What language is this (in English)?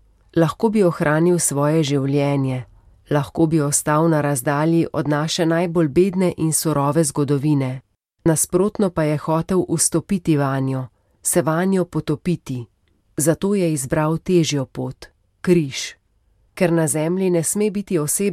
Slovenian